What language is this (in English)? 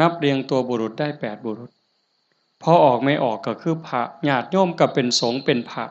Northeastern Thai